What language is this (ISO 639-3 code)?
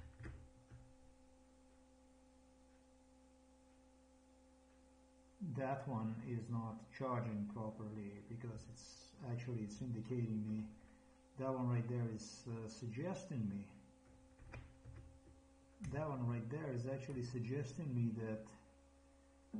eng